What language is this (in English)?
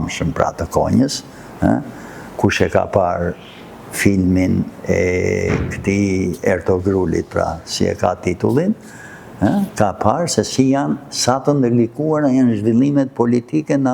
Albanian